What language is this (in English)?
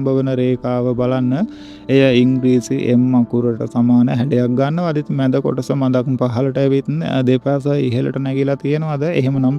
Sinhala